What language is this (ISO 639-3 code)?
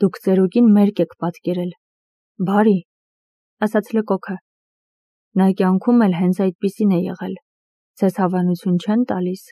hye